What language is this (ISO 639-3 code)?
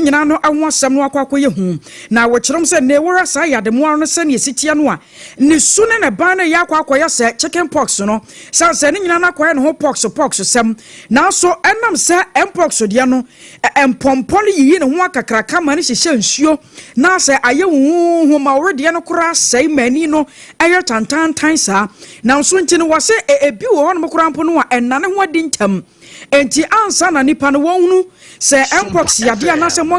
aka